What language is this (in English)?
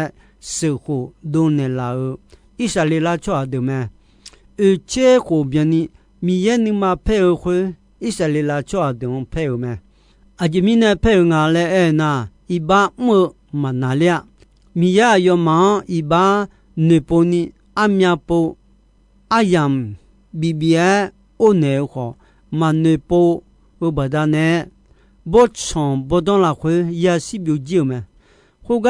Akha